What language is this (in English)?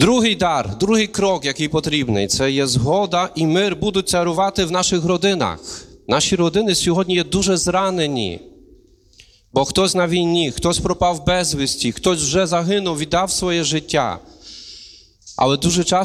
Ukrainian